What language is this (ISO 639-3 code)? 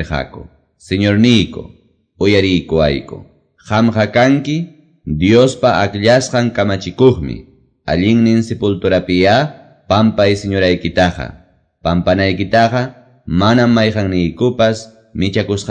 que